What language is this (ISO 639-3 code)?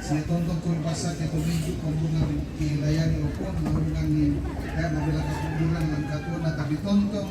sda